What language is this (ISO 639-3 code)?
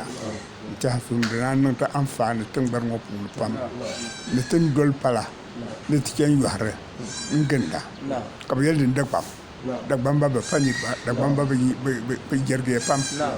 dag